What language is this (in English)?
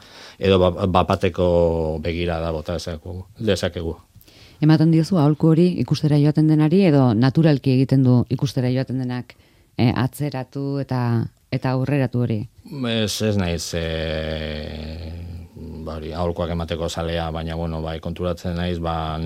Basque